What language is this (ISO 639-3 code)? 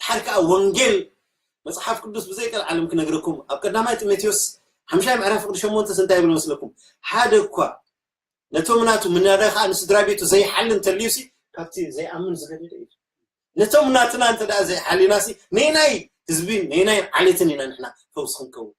tir